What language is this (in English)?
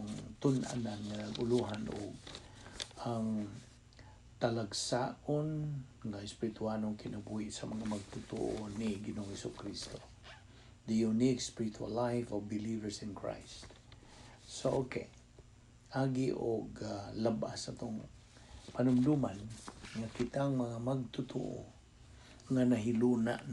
Cebuano